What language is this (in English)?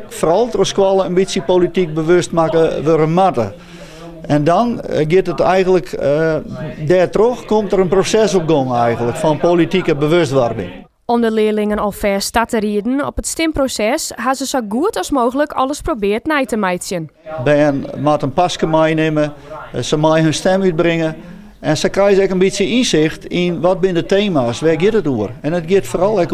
Western Frisian